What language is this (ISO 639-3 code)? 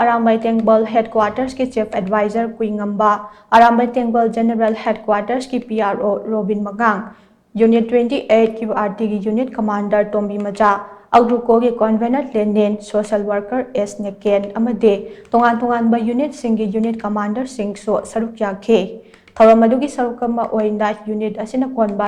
mni